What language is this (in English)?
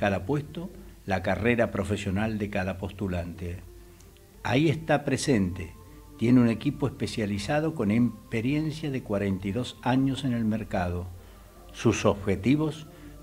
Spanish